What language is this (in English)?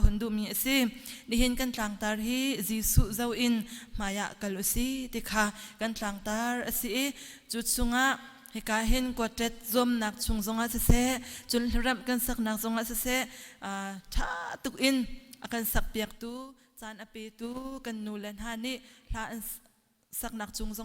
Hakha Chin